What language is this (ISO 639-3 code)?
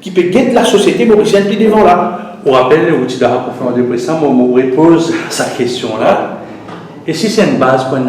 mfe